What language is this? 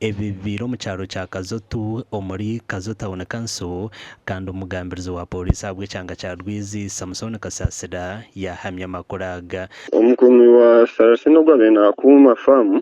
Nyankole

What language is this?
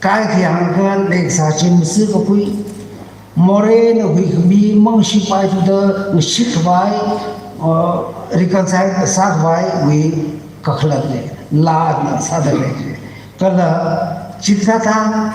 Tangkhul Naga (India)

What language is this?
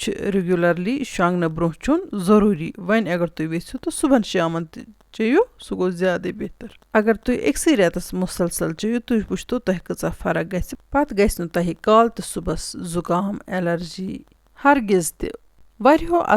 Kashmiri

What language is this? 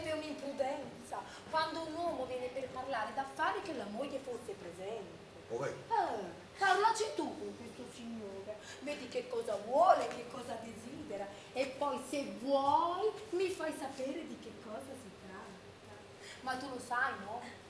Neapolitan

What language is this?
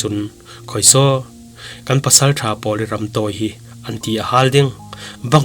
Falam Chin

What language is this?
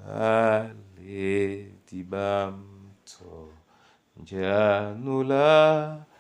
Duala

